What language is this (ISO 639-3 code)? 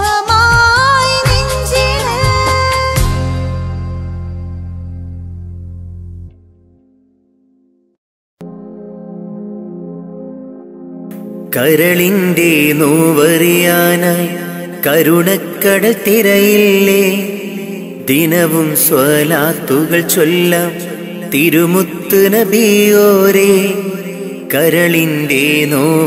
mal